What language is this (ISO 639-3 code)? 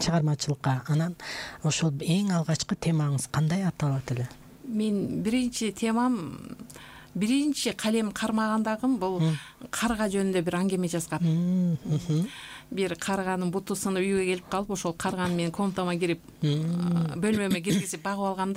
kir